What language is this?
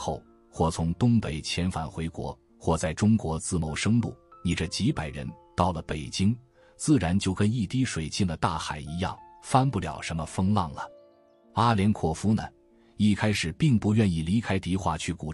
Chinese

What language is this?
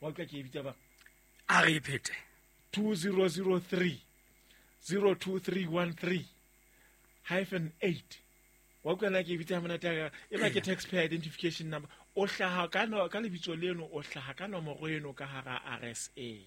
Southern Sotho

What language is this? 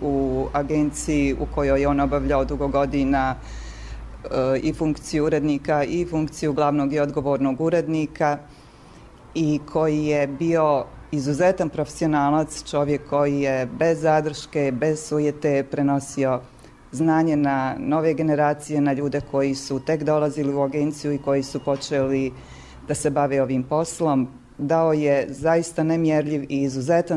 Bosnian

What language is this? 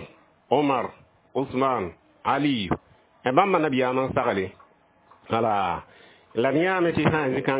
Mossi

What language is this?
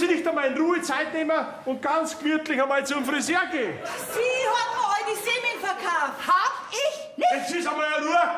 Bavarian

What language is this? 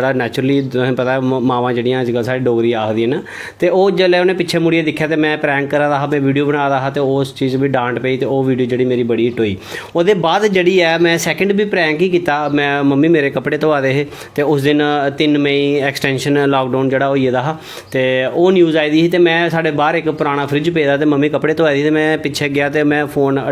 Dogri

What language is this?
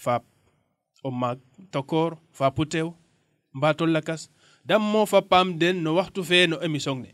Serer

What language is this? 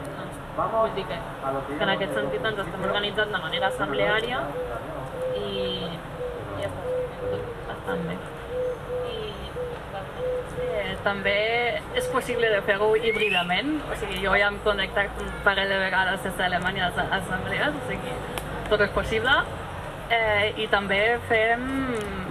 Catalan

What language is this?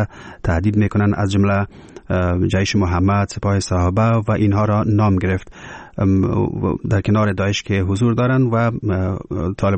Persian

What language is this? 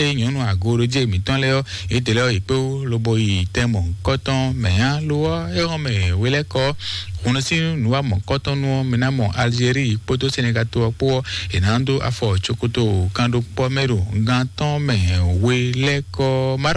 Fon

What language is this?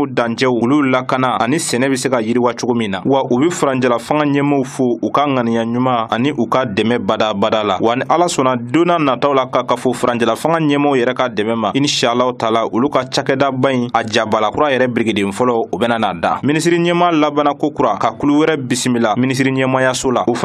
Bambara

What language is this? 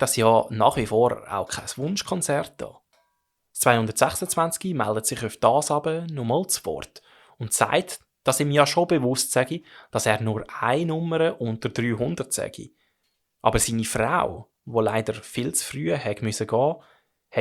Swiss German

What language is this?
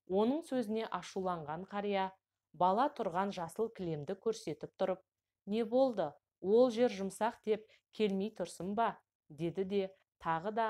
Kazakh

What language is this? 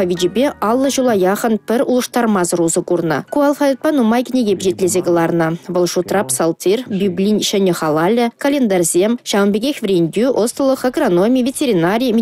Chuvash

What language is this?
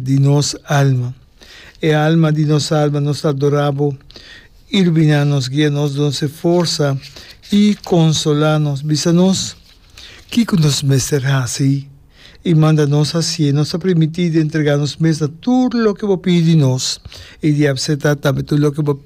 Papiamento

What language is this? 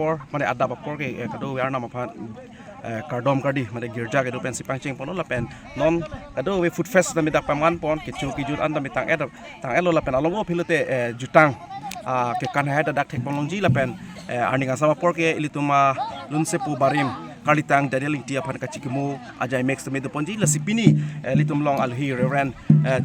Karbi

